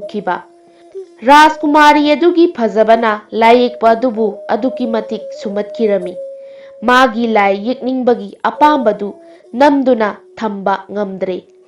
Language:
Manipuri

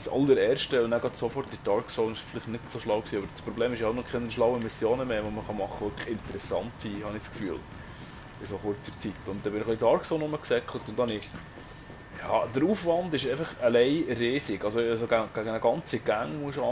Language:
Swiss German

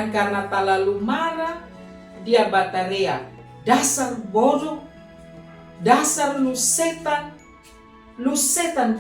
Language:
Kupang Malay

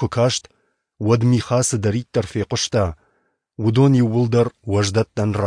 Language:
Ossetic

